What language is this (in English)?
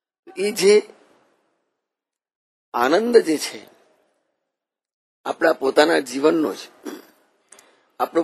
Gujarati